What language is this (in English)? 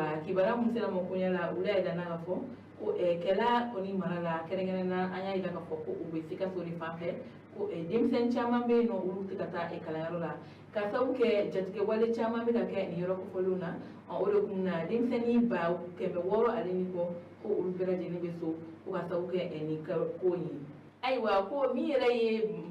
Bambara